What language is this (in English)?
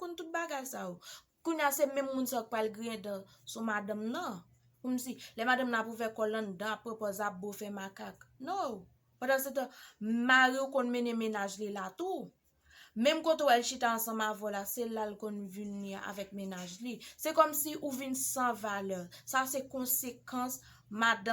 Haitian Creole